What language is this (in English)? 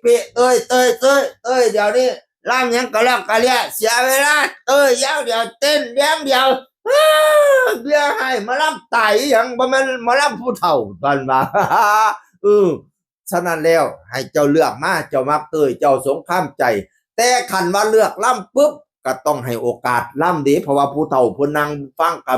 Northeastern Thai